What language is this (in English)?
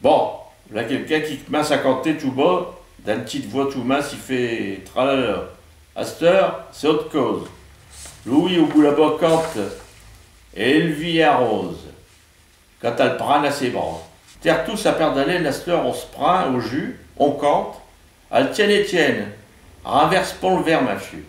Picard